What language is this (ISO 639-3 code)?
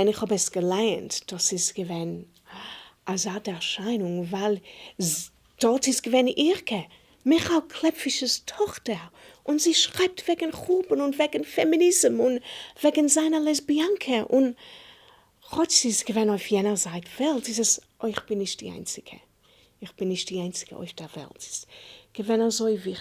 yid